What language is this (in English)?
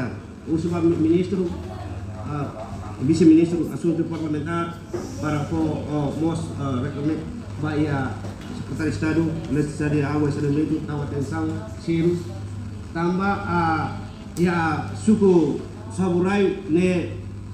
Tetum